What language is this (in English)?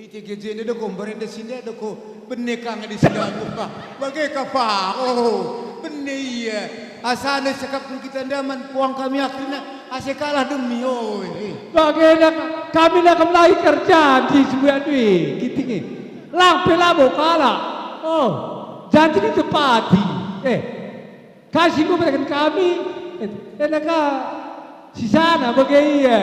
Batak Karo